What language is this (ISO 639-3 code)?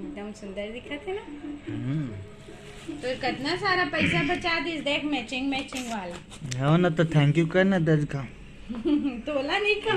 hne